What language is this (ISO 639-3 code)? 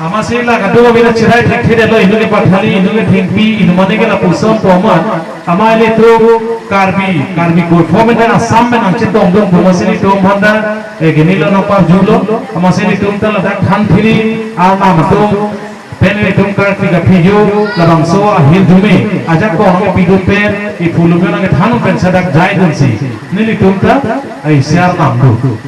mjw